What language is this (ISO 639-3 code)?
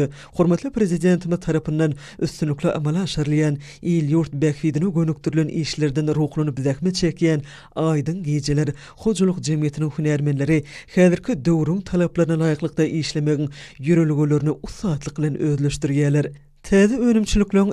tuk